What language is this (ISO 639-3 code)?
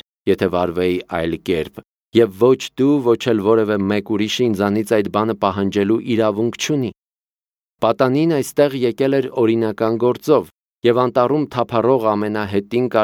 hye